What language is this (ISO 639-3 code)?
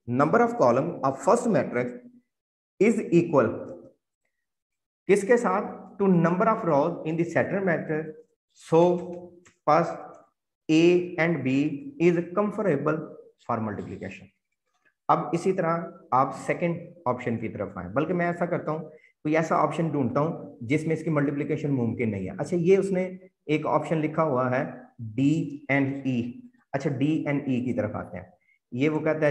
hin